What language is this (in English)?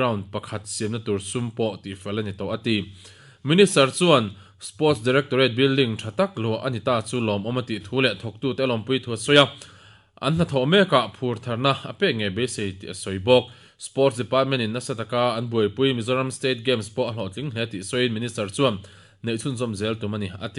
Mizo